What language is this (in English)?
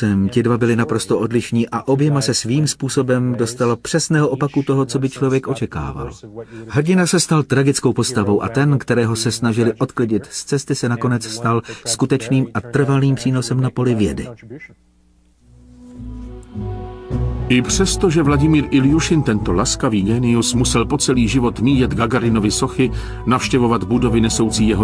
Czech